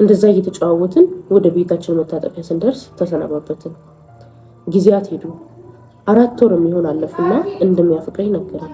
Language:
Amharic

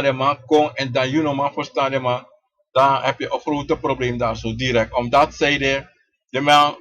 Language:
Sranan Tongo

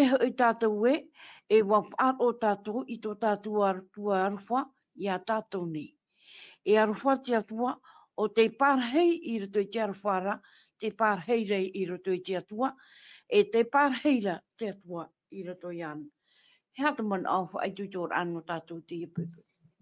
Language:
Tahitian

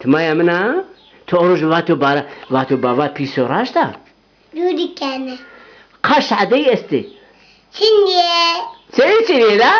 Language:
Zaza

